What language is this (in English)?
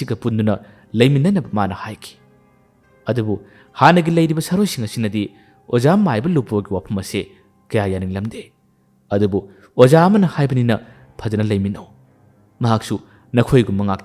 Manipuri